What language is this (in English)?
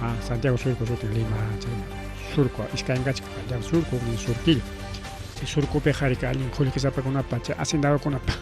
Ayacucho Quechua